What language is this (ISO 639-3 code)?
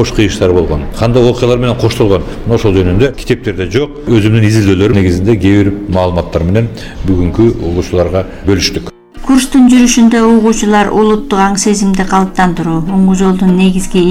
kir